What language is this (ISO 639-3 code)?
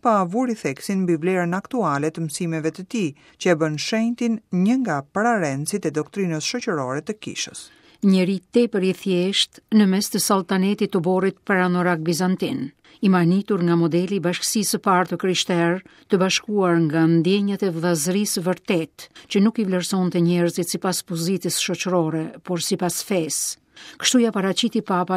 sqi